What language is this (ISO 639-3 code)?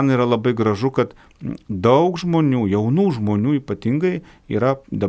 lit